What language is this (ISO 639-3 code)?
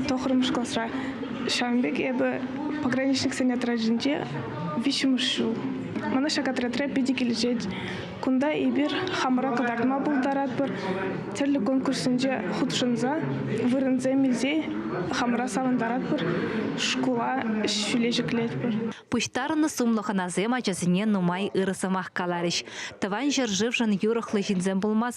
chv